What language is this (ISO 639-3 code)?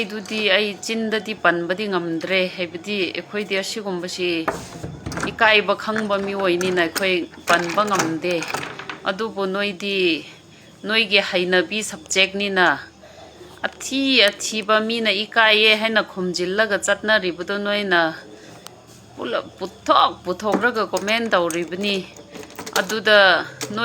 mni